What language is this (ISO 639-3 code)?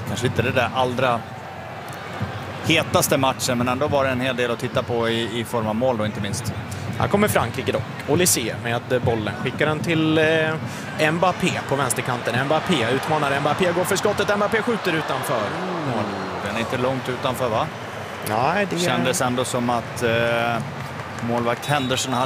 swe